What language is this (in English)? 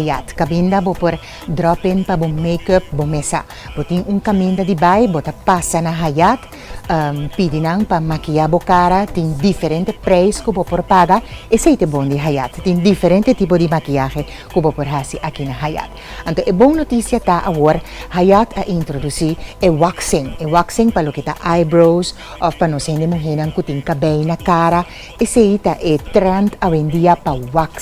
Papiamento